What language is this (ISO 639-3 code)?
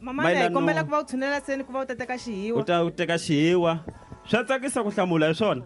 tso